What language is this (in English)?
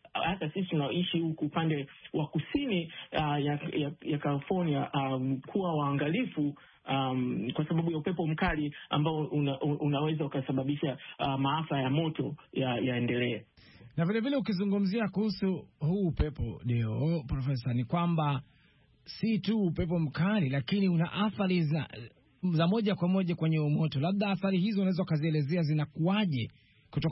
Swahili